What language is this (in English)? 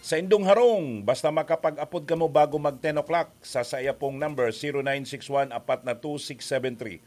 Bikol